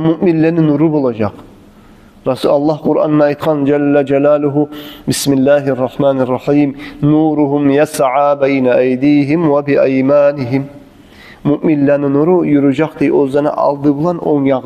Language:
Kumyk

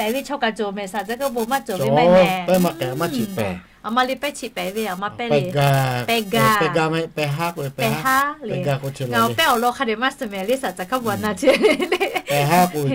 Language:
Lahu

